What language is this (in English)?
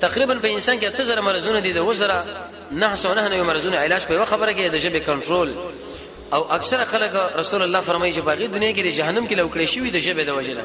Pashto